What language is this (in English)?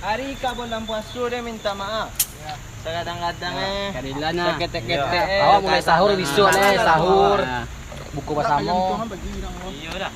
Minangkabau